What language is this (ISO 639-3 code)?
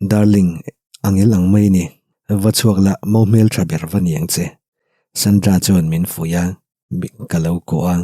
lus